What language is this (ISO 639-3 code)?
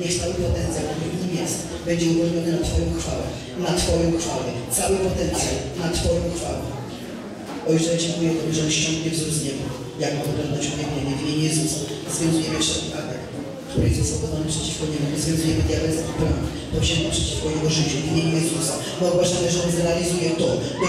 pol